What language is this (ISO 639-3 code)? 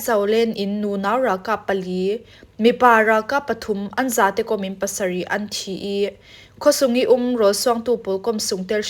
cfm